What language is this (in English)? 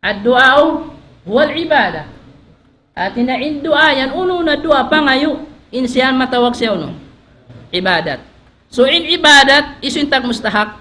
Tausug